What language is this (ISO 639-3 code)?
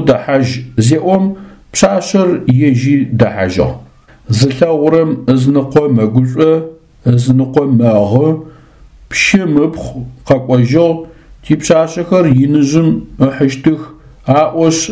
ady